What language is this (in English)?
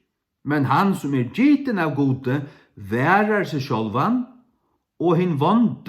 Faroese